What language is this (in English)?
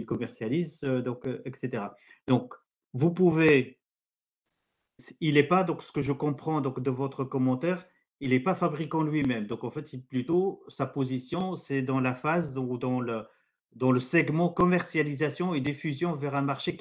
French